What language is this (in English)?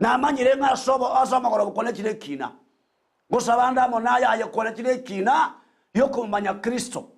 Gusii